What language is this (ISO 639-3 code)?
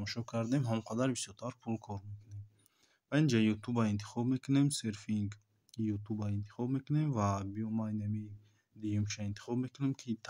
tgk